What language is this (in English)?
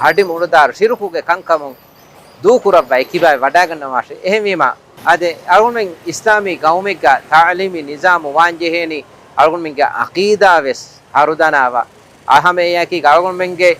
Divehi